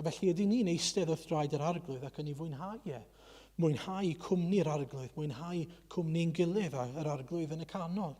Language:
Welsh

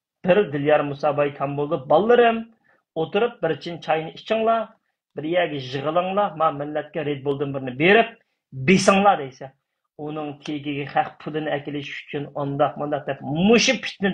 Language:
Uyghur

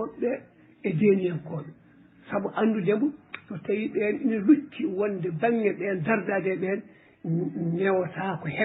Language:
Fula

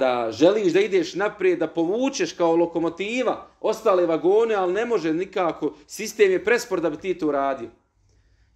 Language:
Bosnian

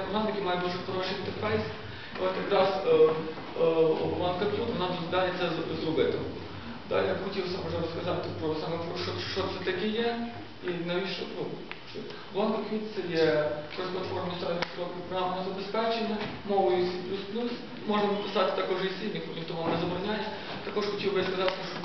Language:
Ukrainian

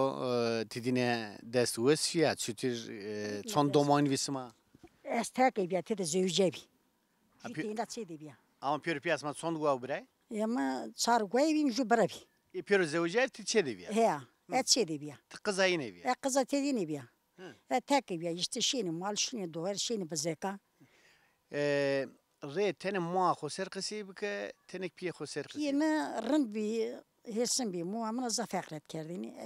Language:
Zaza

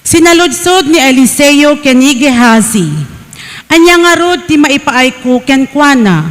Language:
Iloko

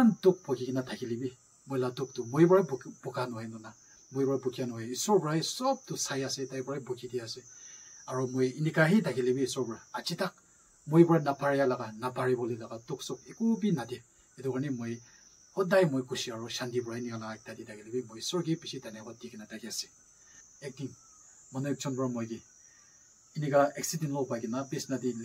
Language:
Naga Pidgin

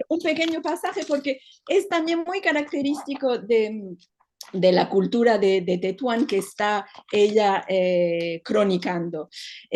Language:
Ladino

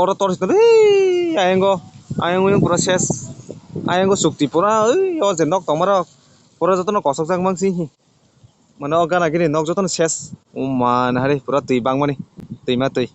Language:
Kok Borok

